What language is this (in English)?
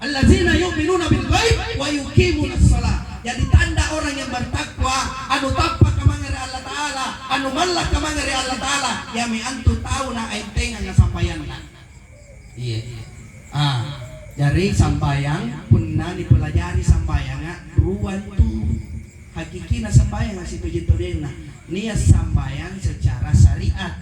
Makasar